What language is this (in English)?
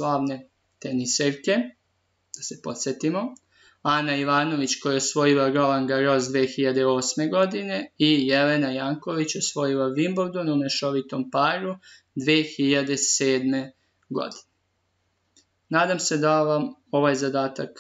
Serbian